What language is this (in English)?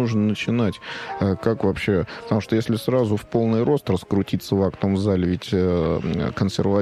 Russian